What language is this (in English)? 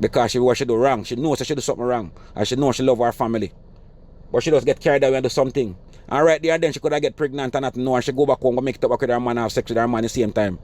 Jamaican Creole English